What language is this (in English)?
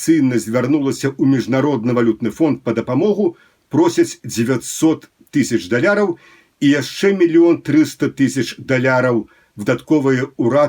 Belarusian